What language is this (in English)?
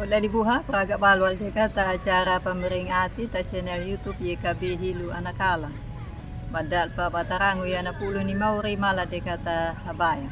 Anakalangu